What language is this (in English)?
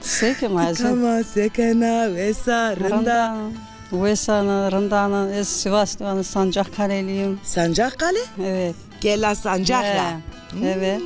Zaza